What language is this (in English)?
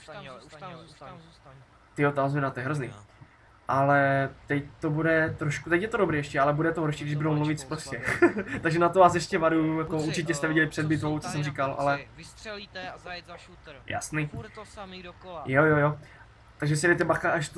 Czech